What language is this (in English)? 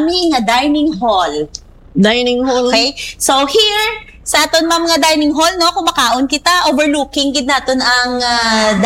Hiligaynon